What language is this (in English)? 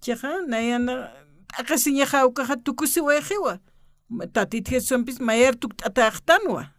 Aymara